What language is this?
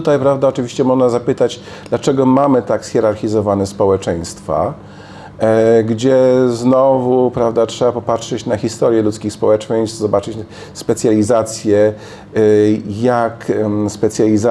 Polish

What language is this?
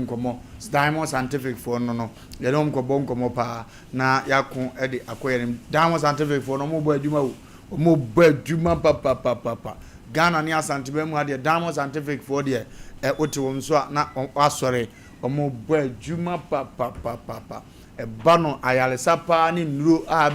Akan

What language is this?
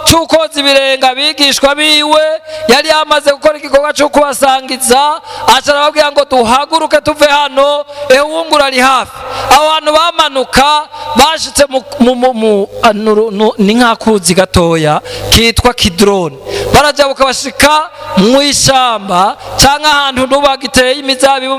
Rundi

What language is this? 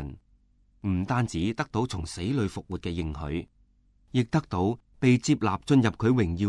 Cantonese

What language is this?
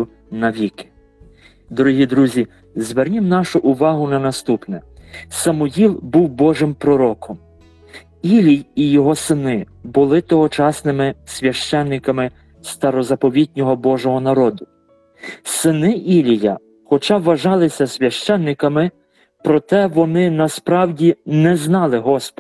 Ukrainian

